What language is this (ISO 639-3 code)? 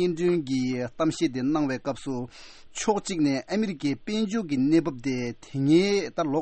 bod